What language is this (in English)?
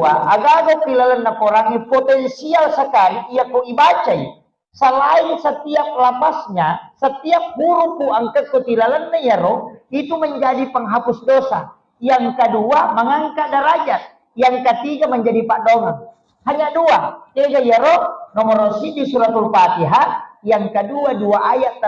Buginese